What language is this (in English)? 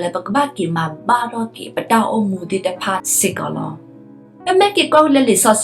S'gaw Karen